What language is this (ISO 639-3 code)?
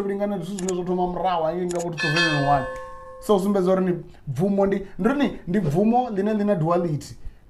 ven